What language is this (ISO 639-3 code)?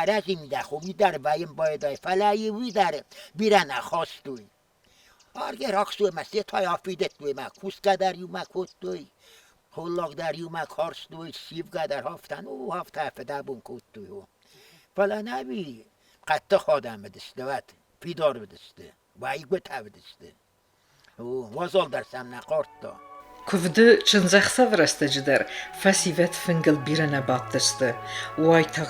oss